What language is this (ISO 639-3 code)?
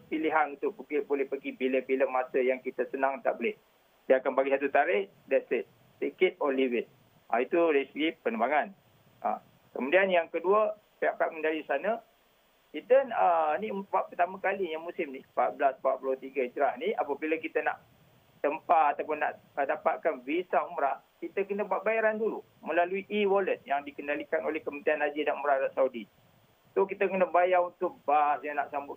msa